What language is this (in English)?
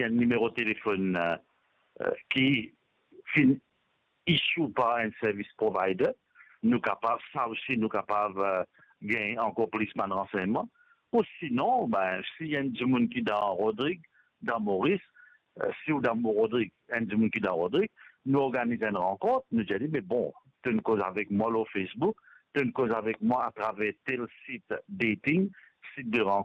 Morisyen